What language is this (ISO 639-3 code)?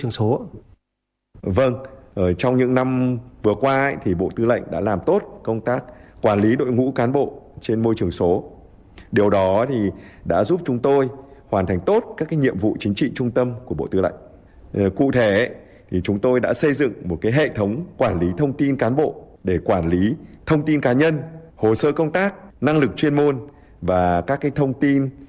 vie